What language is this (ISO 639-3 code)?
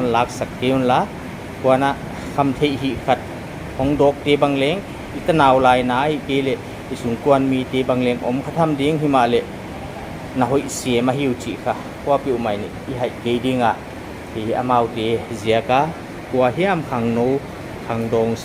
pck